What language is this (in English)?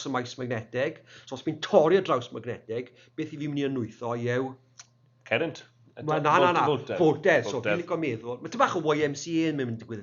Welsh